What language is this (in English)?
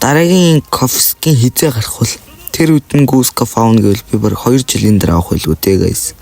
Mongolian